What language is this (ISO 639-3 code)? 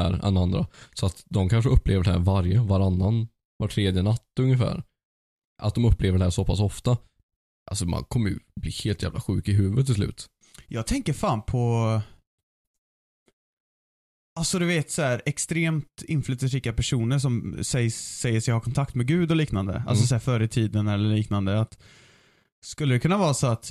swe